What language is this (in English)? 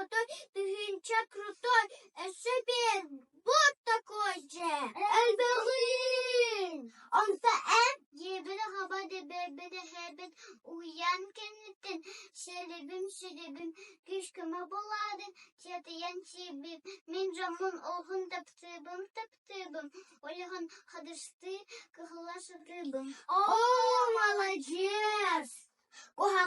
Yakut